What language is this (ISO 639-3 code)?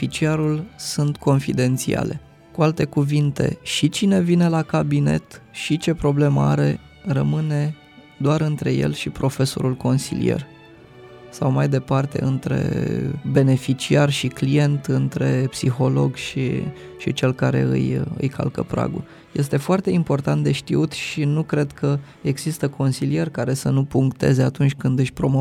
ron